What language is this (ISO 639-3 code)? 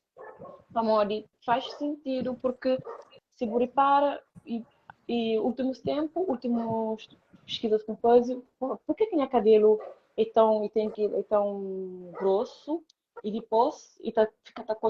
kea